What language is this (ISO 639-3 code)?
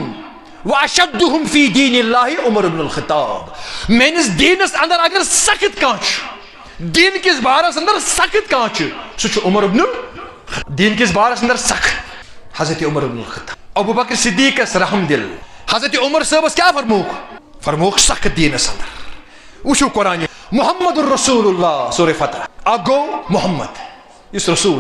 kas